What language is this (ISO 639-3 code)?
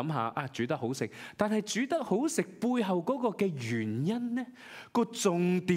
yue